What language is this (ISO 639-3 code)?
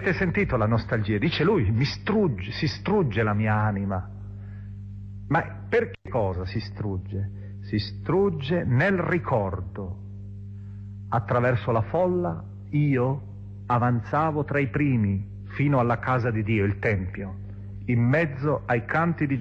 ita